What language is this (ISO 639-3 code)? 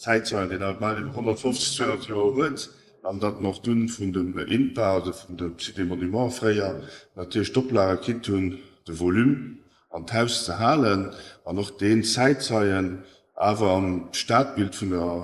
ltz